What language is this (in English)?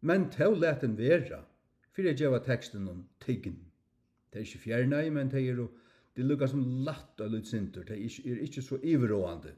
Faroese